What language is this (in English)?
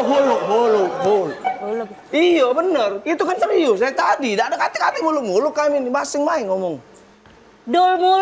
Musi